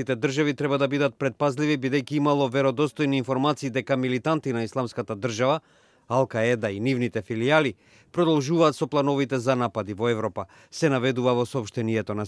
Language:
Macedonian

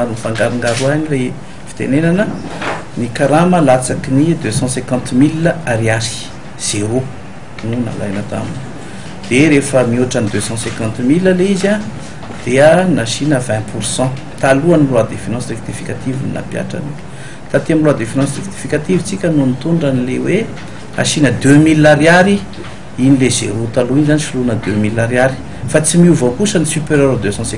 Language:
Malagasy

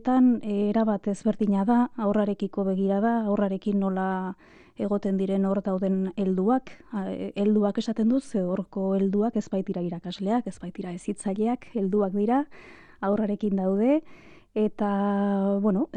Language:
Basque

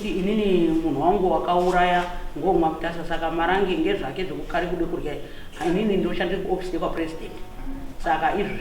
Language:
Shona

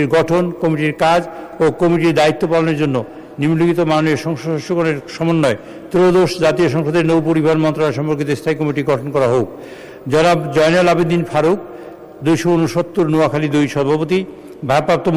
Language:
Bangla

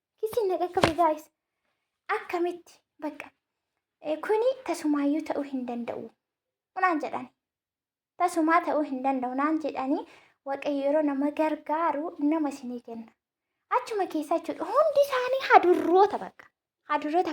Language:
Oromo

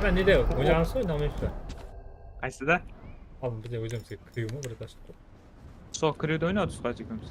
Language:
Kara-Kalpak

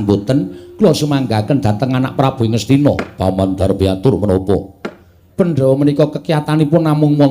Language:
Javanese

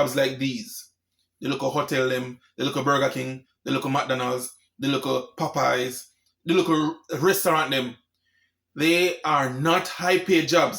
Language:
Jamaican Creole English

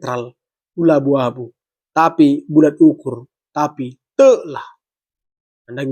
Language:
Batak Karo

